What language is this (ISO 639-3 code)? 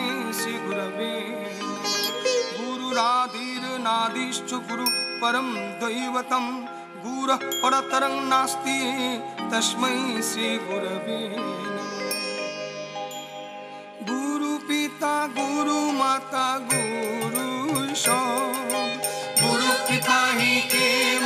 ben